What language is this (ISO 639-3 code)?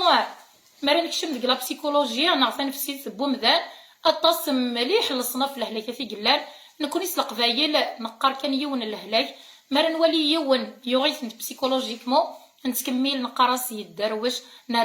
kab